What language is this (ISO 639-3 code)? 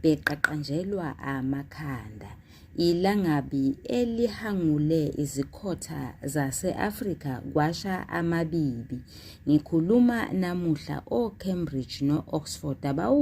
zul